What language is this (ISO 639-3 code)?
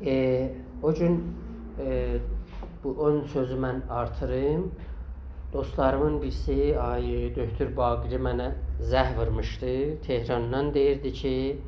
azb